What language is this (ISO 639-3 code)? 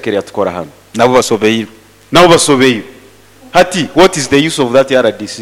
nyo